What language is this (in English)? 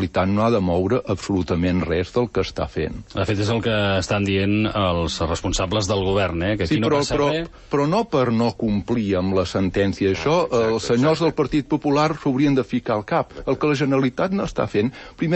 Catalan